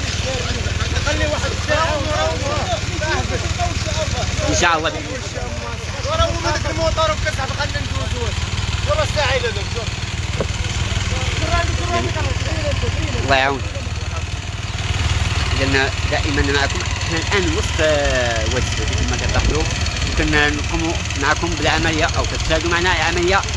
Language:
Moroccan Arabic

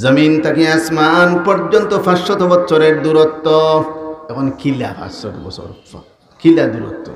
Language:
Sylheti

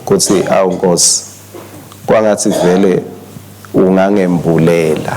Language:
Swati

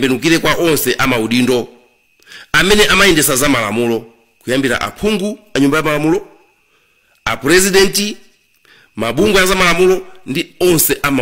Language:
Nyanja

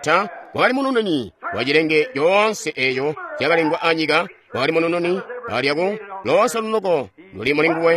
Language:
Tonga (Zambia)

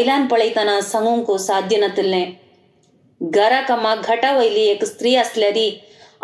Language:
Konkani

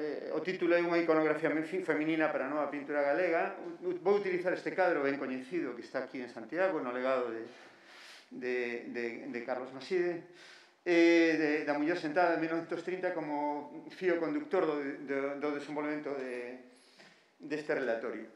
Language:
Galician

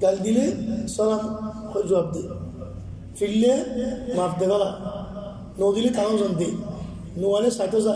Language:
Rohingya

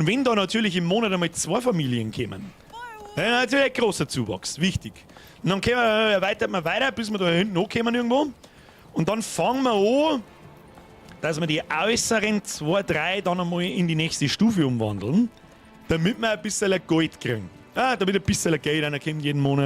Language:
Bavarian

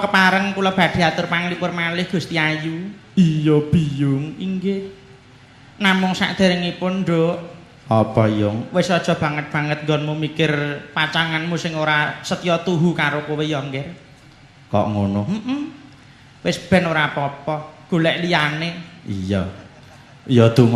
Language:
Javanese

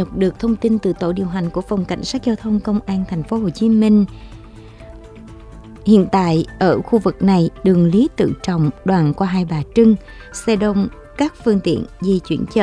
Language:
Vietnamese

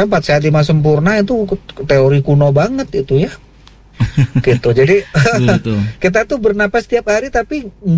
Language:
Indonesian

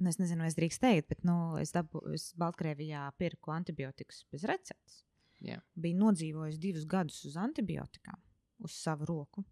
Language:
Latvian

